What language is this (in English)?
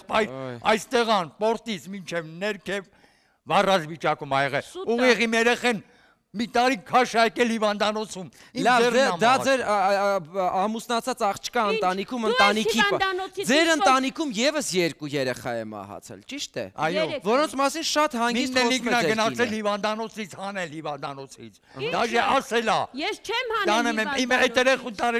Armenian